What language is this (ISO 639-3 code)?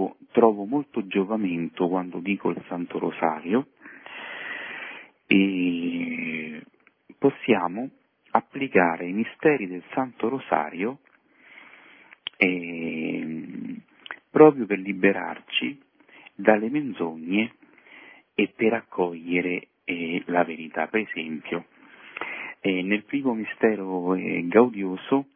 ita